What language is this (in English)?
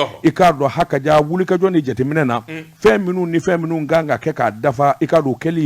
Bambara